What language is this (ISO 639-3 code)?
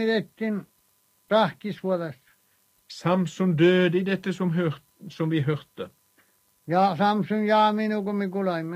nor